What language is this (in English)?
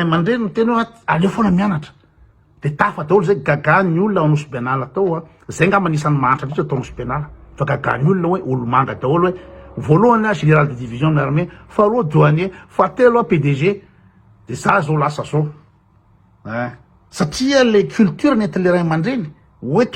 Malagasy